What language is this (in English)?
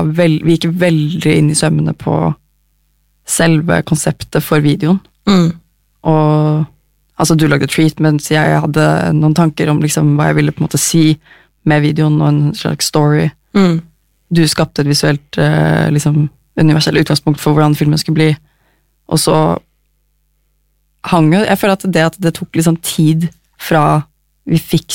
Norwegian